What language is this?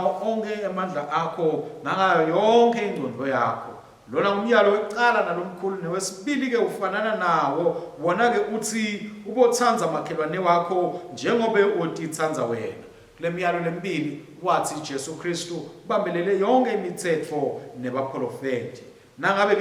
Swati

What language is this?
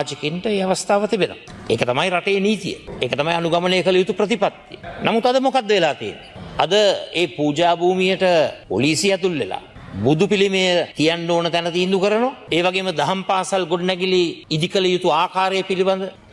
Sinhala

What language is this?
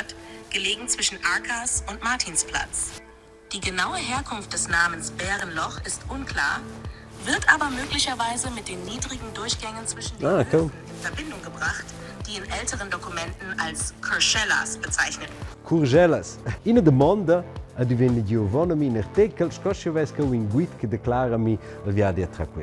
Romansh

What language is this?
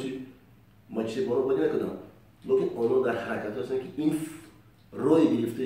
Tajik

